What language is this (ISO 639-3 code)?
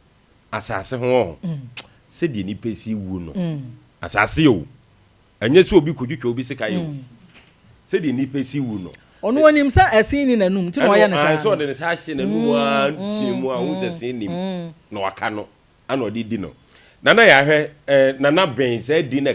aka